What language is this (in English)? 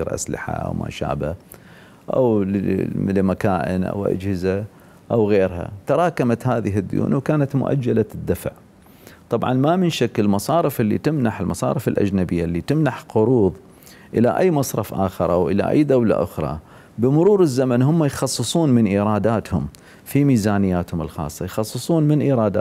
Mesopotamian Arabic